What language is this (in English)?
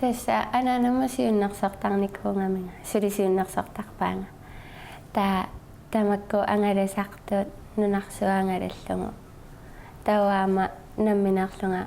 Kalaallisut